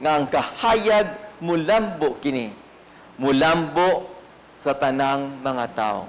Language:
Cebuano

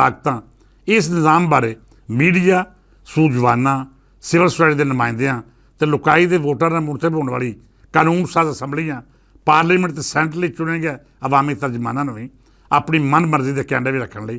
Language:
Western Panjabi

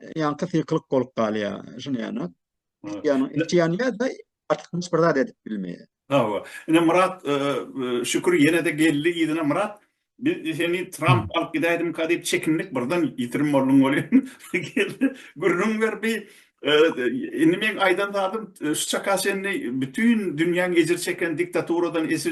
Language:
Turkmen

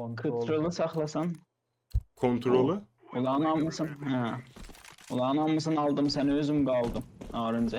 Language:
South Azerbaijani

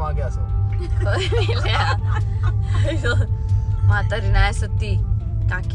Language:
Marathi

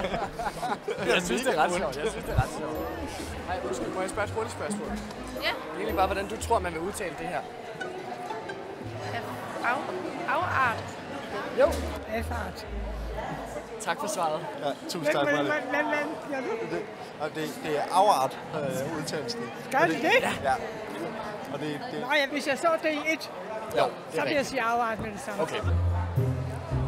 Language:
Danish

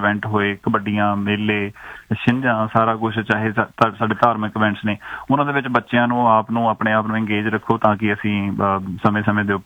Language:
Punjabi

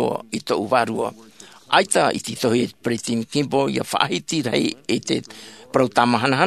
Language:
Tahitian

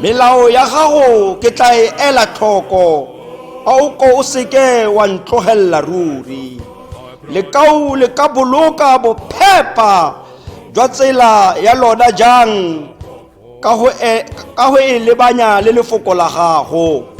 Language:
Tswana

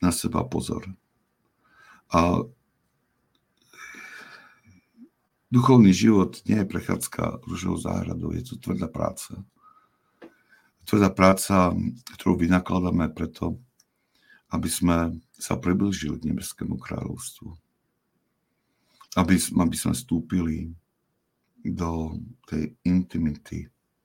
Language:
Slovak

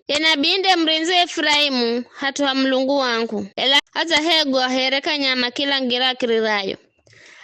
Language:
Giryama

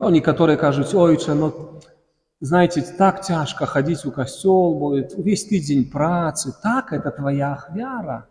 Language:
Belarusian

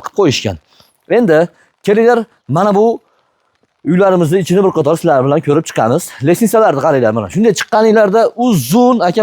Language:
Uzbek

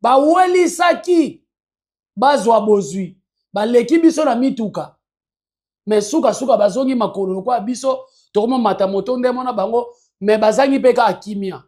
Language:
Lingala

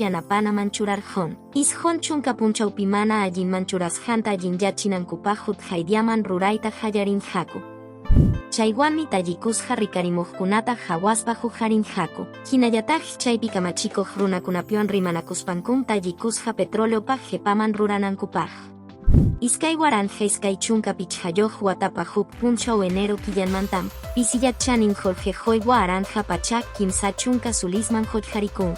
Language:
Quechua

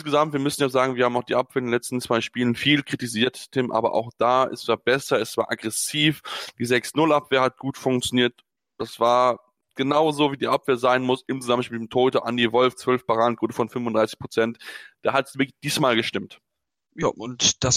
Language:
German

